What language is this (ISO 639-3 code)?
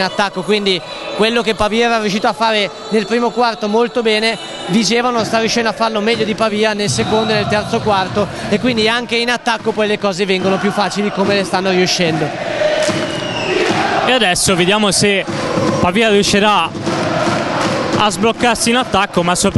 ita